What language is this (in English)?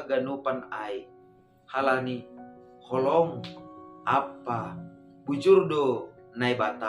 Batak Simalungun